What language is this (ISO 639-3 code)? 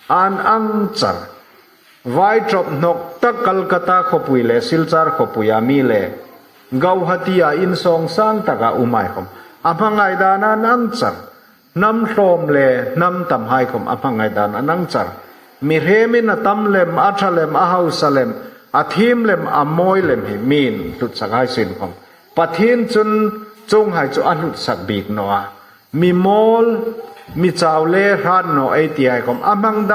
hmr